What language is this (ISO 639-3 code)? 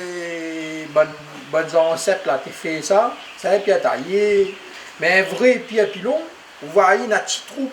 rcf